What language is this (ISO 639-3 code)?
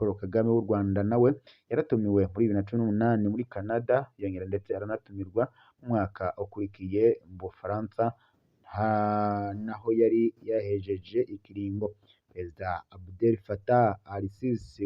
run